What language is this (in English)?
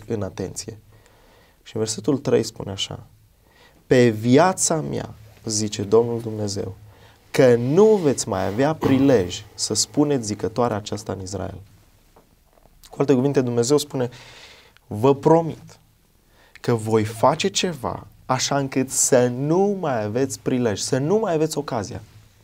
Romanian